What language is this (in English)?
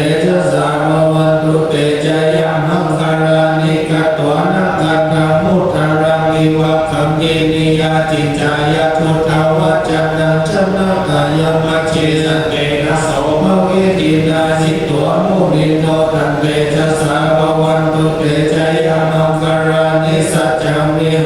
Pali